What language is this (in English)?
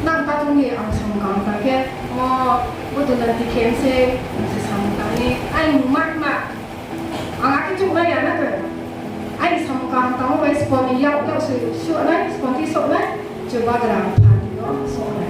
Riang (India)